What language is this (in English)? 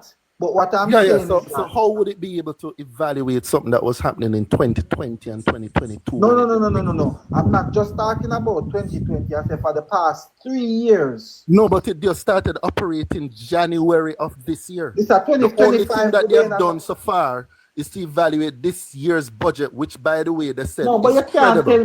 Jamaican Creole English